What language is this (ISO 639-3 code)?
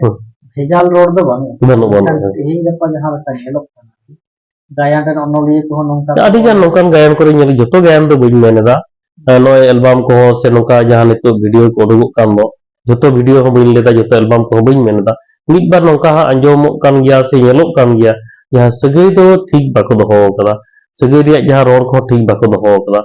sat